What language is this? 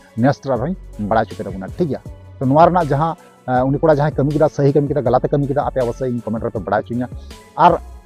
Santali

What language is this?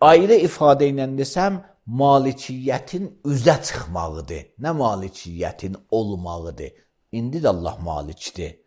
Azerbaijani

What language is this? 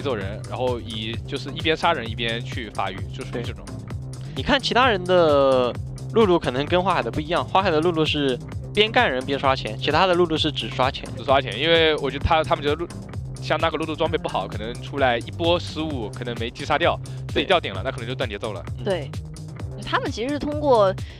Chinese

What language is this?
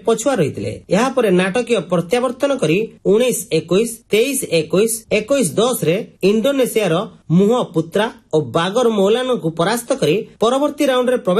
Odia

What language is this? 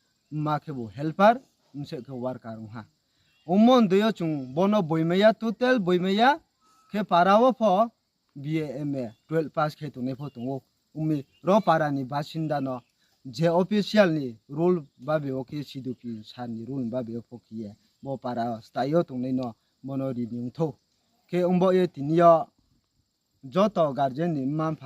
Riang (India)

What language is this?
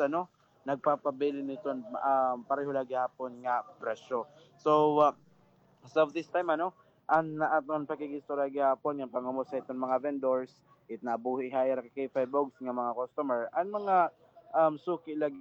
Waray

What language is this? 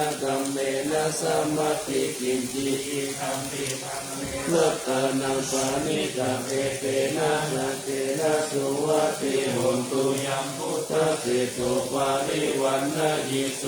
Pali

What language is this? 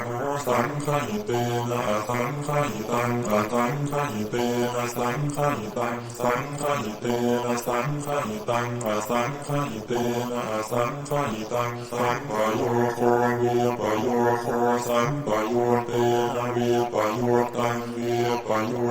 Pali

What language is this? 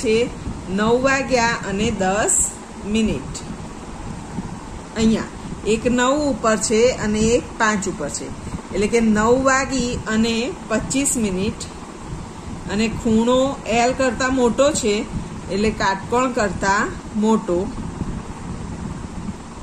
Gujarati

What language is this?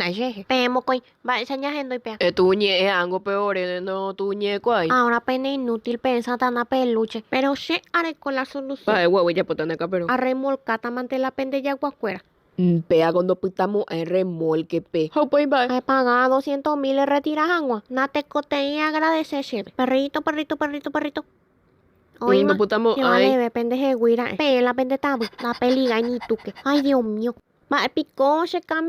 Guarani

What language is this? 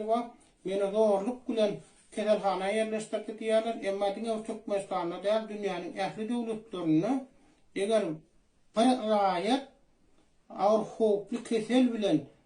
Turkmen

